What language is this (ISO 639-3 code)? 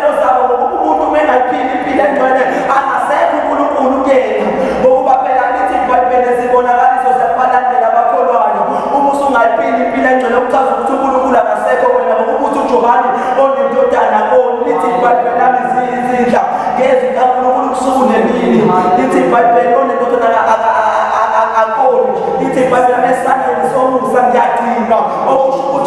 zul